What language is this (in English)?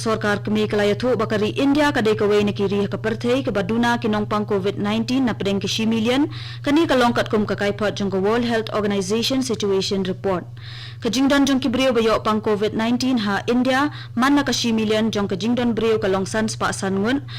Khasi